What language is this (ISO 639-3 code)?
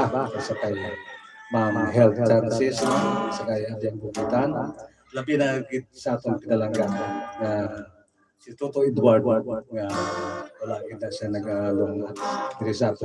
hil